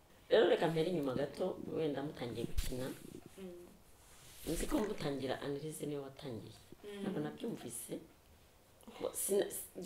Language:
Kinyarwanda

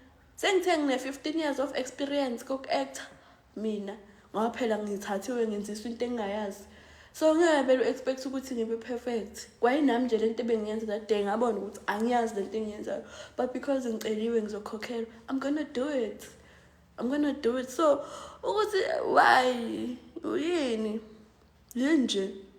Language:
Zulu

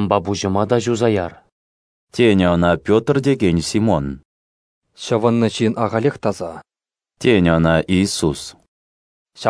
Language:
Chuvash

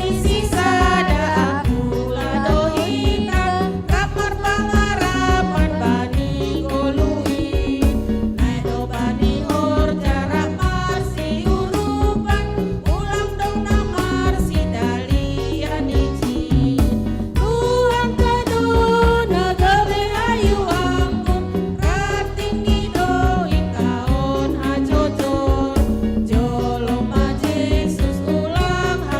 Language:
Batak Simalungun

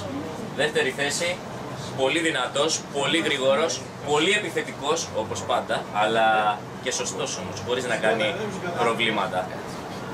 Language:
Greek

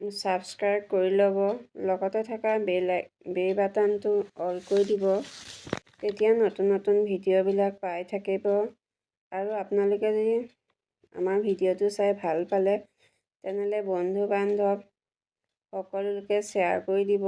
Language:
Assamese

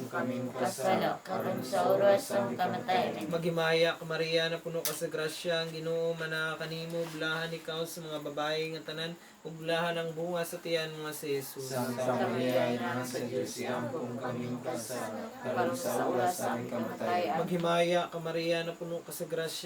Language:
Cebuano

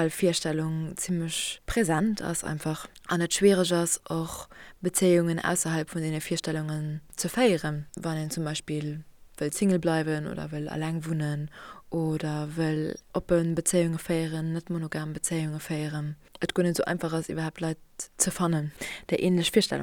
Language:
Luxembourgish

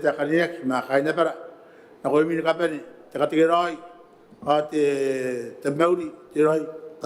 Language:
Gilbertese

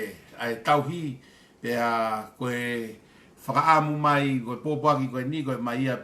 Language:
Tongan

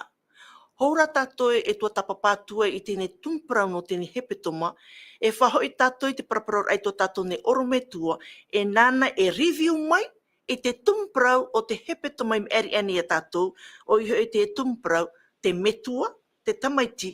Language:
Tahitian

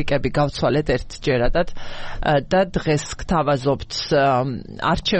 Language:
Georgian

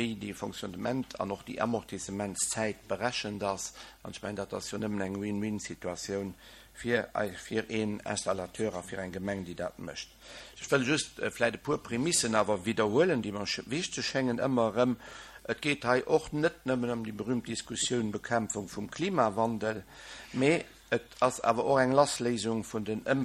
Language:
Luxembourgish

